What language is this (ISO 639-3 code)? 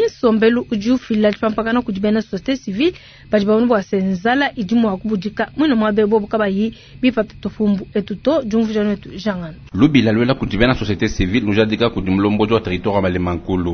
lua